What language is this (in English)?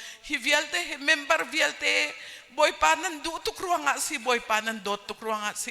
Hakha Chin